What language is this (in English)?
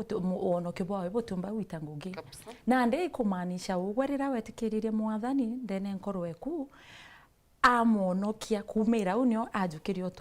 Meru